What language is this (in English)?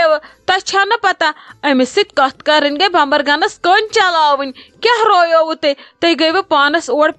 Kashmiri